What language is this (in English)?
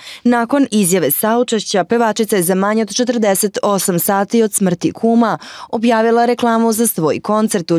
Macedonian